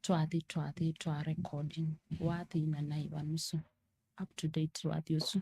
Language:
Kamba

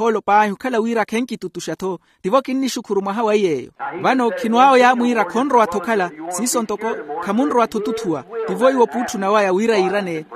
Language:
Makhuwa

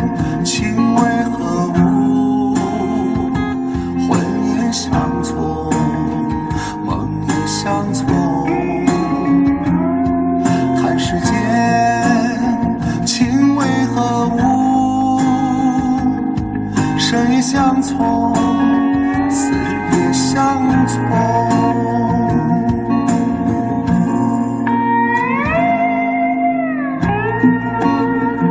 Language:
Chinese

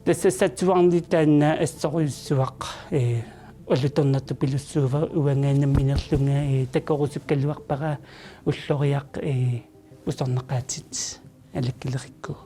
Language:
Kalaallisut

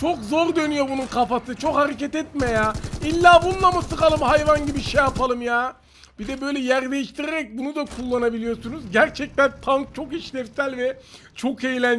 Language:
Turkish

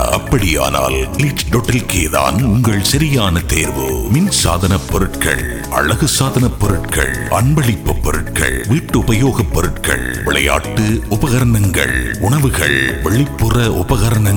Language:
Tamil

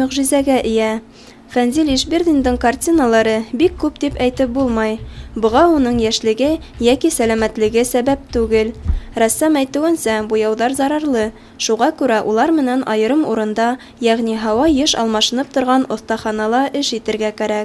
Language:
Bashkir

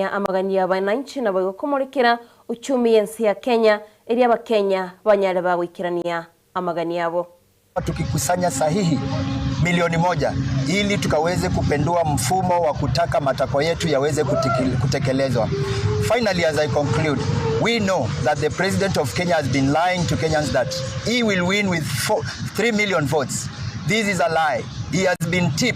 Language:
Gusii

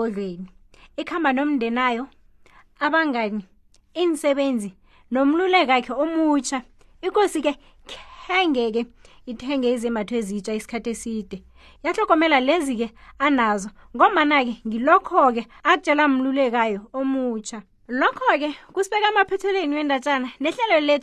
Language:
South Ndebele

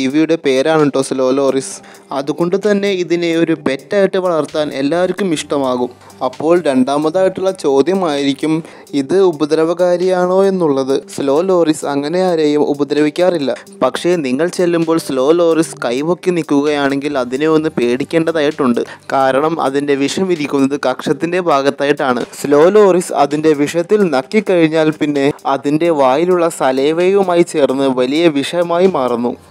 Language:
Malayalam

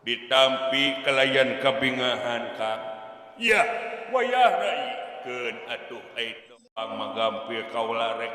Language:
Sundanese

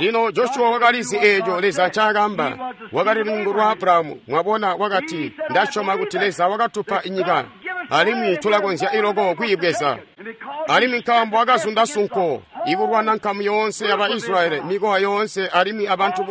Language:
Tonga (Zambia)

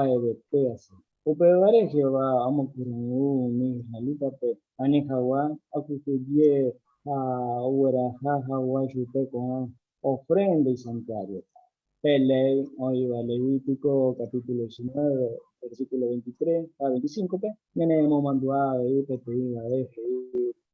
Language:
Guarani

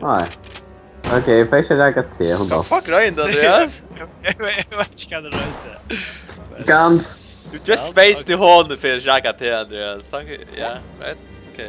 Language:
Faroese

